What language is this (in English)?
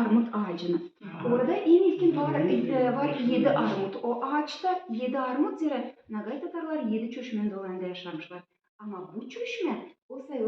Gagauz